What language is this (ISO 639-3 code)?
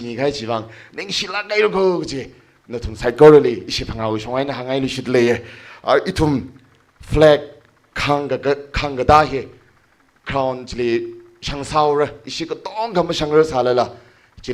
nmf